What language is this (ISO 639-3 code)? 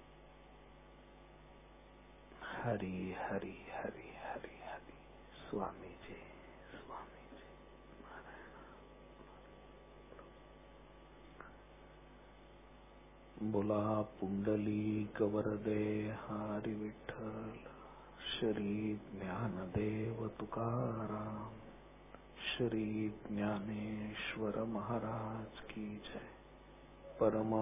mar